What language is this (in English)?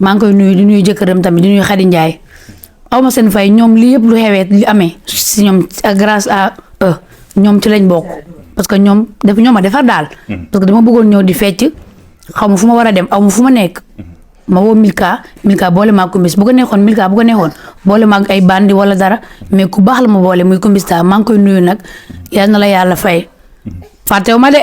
Wolof